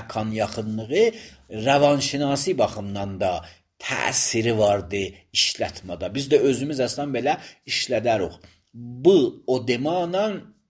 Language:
Azerbaijani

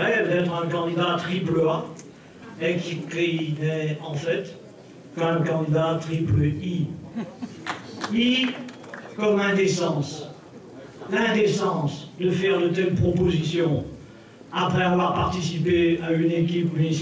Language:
French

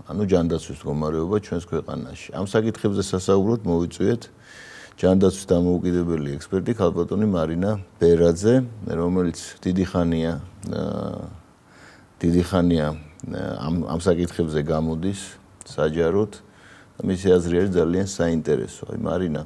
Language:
Georgian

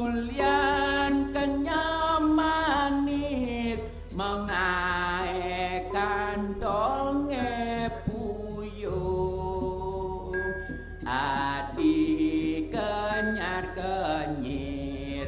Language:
Balinese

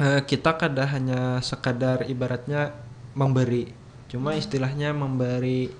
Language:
Banjar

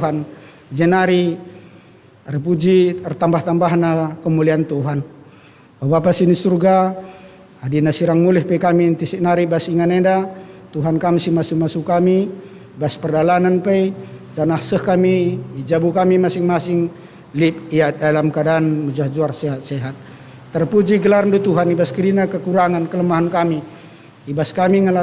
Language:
Batak Karo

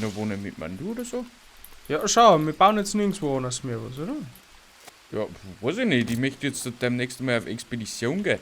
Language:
Bavarian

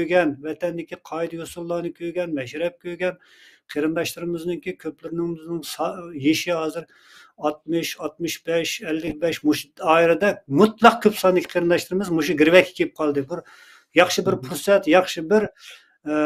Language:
Uyghur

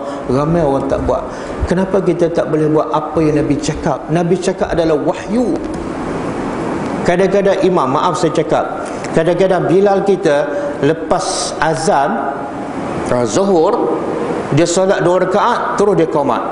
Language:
Malay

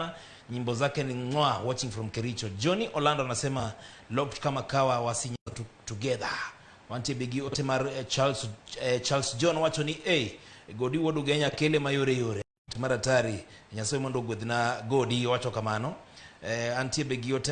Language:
Luo (Kenya and Tanzania)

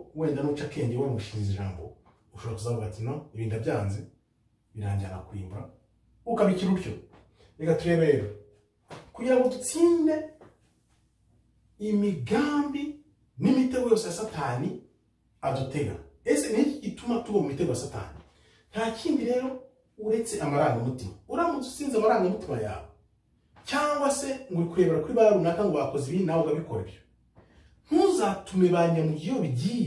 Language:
Kinyarwanda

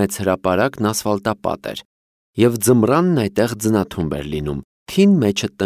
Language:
Armenian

